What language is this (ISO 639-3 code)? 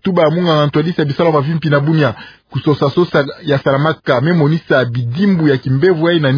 ktu